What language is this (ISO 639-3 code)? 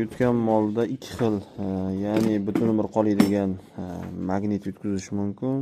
uzb